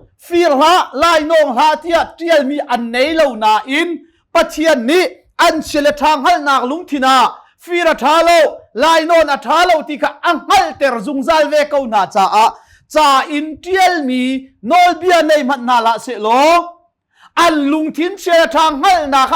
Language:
Hakha Chin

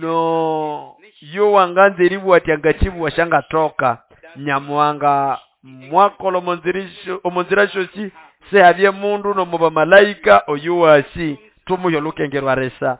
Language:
Nande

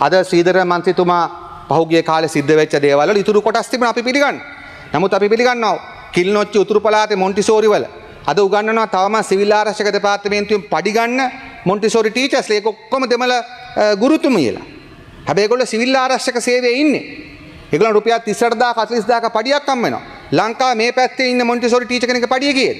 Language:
Sinhala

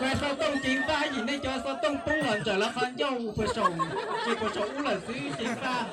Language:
Hmong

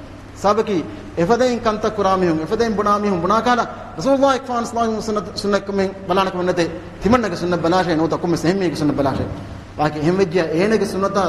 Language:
Divehi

